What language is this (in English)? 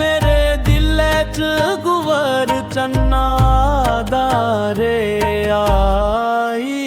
Dogri